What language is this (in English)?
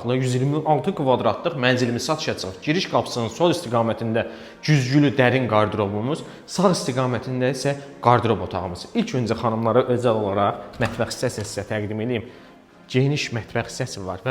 Azerbaijani